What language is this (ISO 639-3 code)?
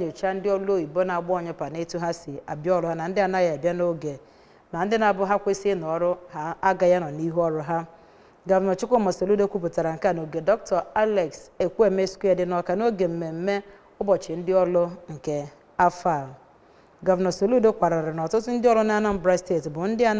ibo